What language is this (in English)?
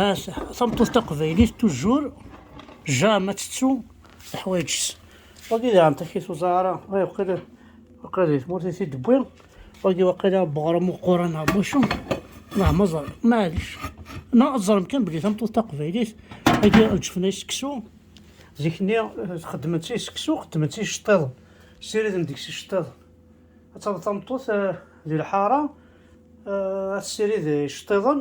Kabyle